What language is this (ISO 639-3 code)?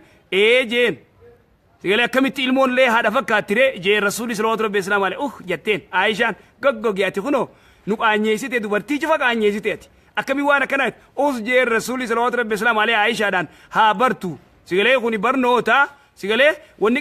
orm